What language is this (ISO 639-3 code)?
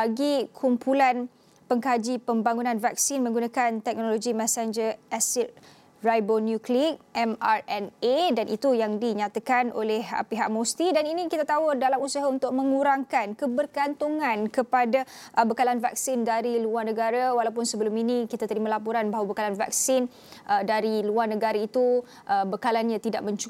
msa